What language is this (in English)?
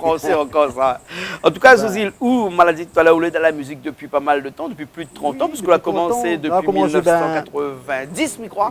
Réunion Creole French